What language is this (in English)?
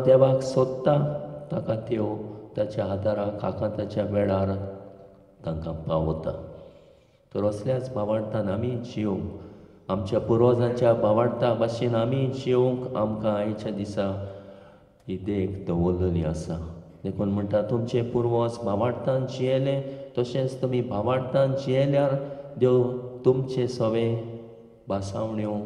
Konkani